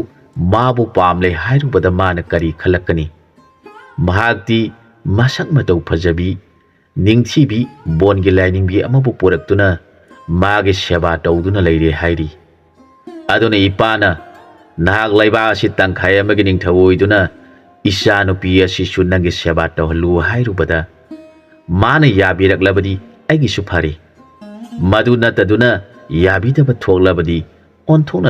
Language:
Manipuri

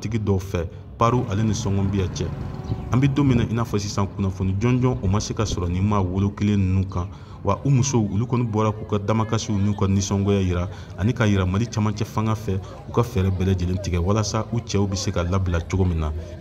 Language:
Bambara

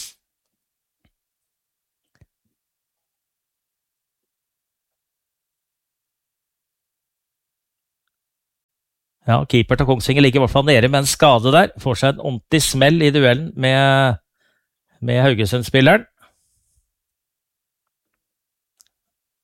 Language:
Norwegian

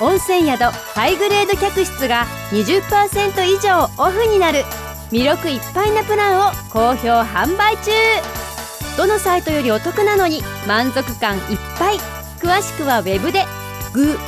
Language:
Japanese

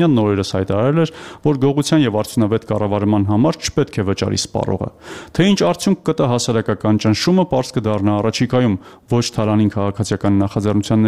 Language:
Armenian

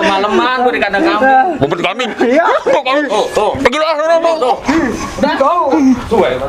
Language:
Betawi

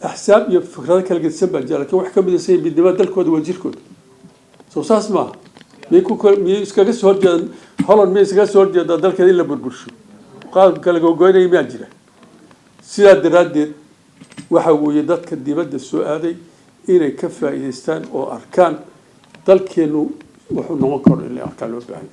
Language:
Somali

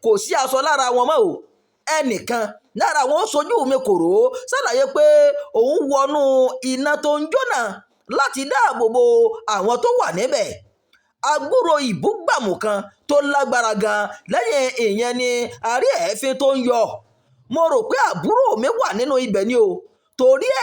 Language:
Yoruba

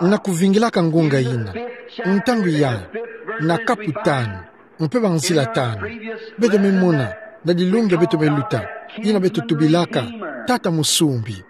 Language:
Kituba (Democratic Republic of Congo)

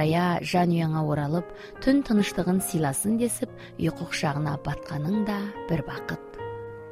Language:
Kazakh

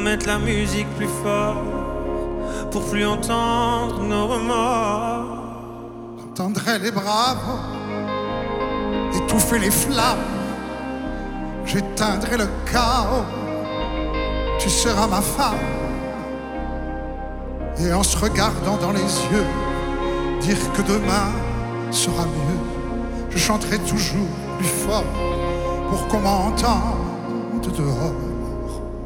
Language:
French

